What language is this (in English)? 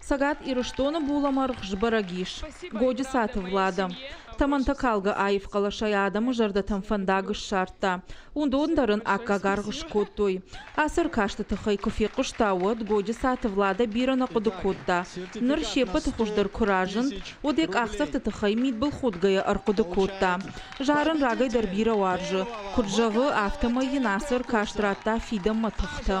Ossetic